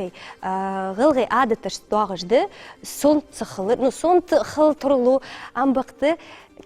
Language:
Ingush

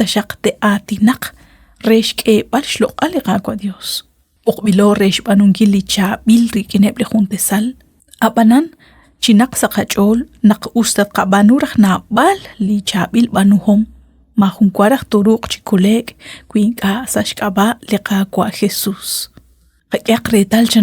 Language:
Kekchí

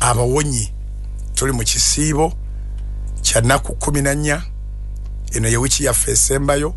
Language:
Ganda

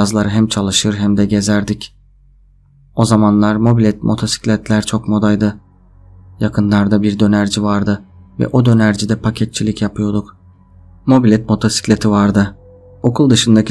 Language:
Turkish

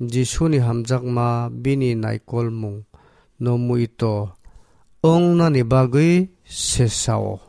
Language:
Kok Borok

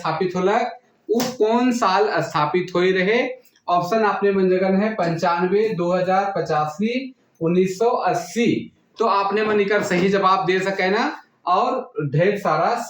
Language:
Sadri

